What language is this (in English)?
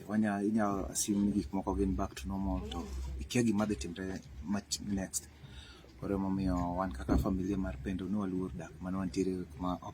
Luo (Kenya and Tanzania)